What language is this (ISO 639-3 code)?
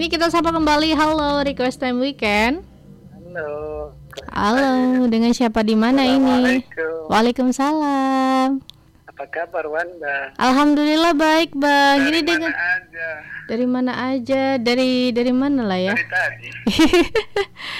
ind